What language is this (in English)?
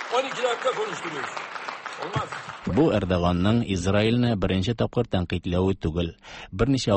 Tatar